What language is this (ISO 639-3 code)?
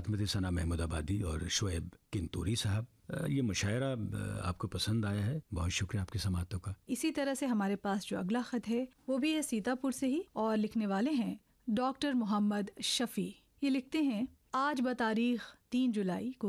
urd